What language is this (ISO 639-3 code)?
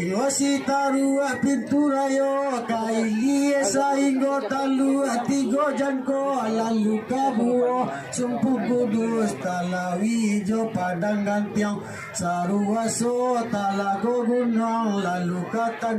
min